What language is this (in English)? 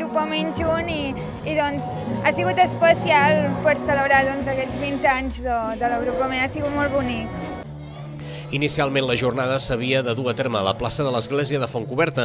Catalan